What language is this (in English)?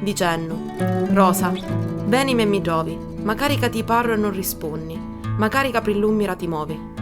Sicilian